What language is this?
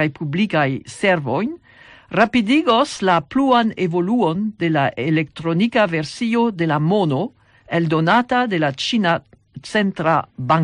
Esperanto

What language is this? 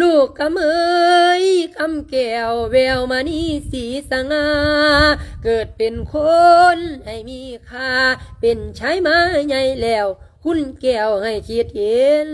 Lao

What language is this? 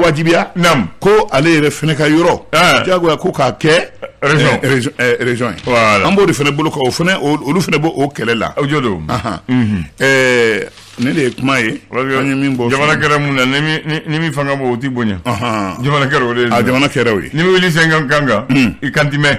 Bambara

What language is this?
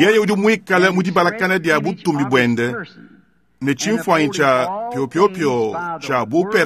Luba-Lulua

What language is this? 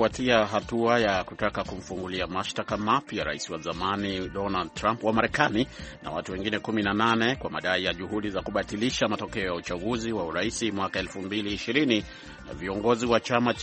Swahili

